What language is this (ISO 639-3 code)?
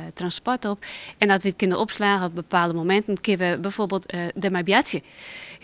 fry